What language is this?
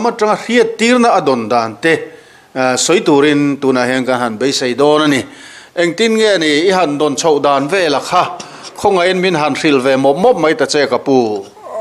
Mizo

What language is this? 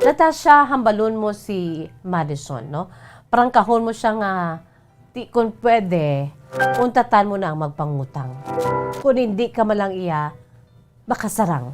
Hiligaynon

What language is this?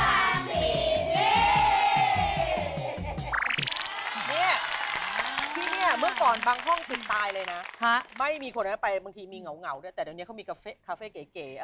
Thai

